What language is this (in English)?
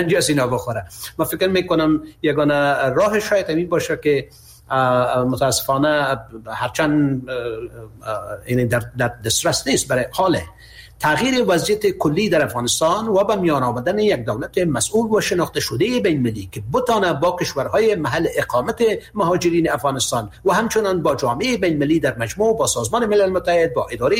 Persian